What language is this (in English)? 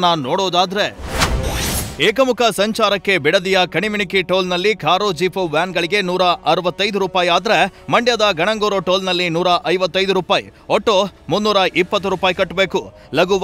Kannada